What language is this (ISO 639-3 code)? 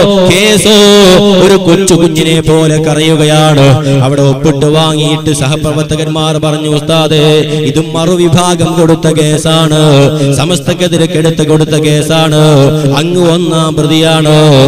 mal